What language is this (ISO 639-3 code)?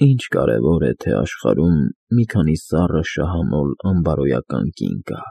hye